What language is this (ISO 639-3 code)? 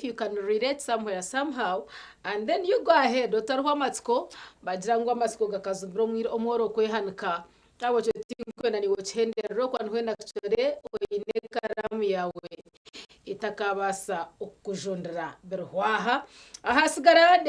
nyn